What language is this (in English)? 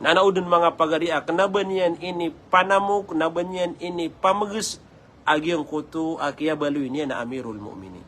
Maranao